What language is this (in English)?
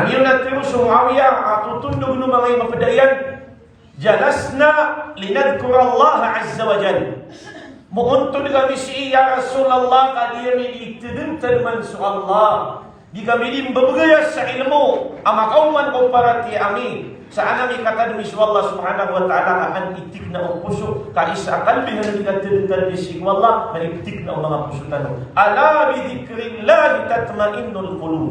Maranao